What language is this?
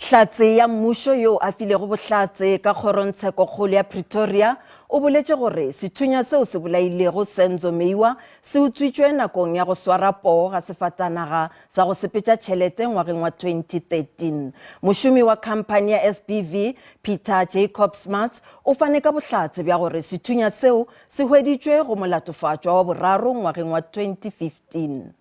Northern Sotho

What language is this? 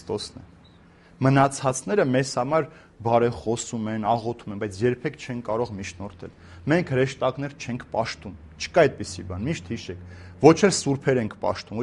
Armenian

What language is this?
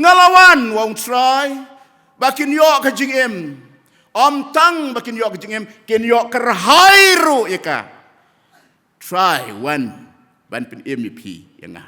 Khasi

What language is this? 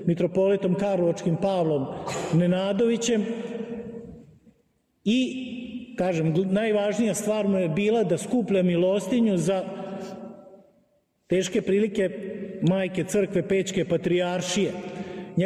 Serbian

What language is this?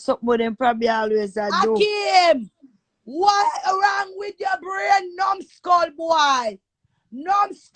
Jamaican Creole English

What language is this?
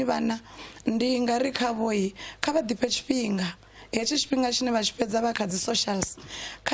Venda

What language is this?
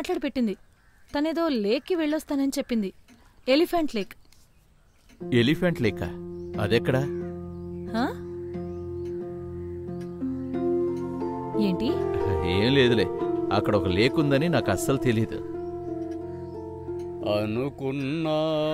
Telugu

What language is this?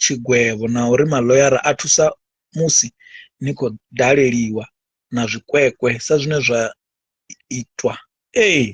Venda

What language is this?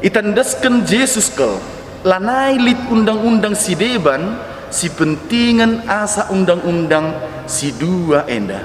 Batak Karo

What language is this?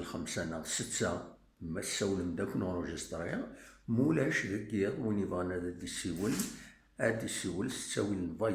Kabyle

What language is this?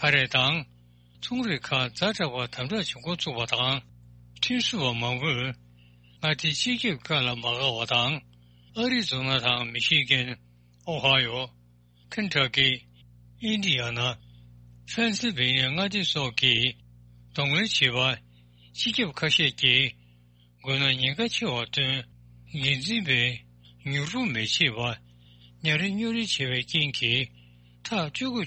Tibetan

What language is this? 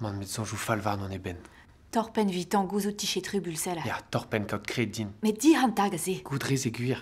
Breton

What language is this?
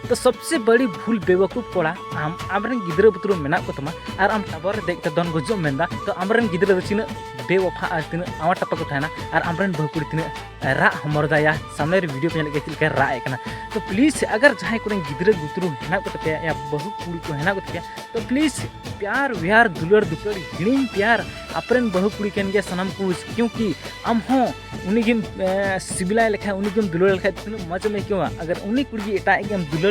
Santali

